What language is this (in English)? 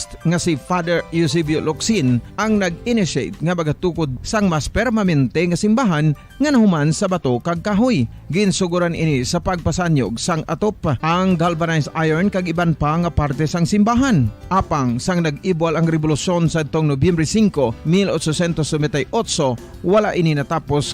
Hiligaynon